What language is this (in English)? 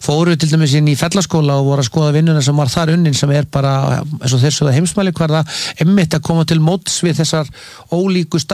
Icelandic